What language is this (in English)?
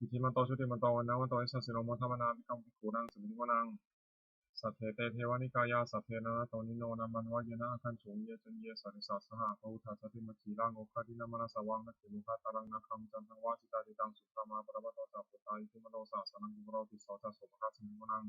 Pali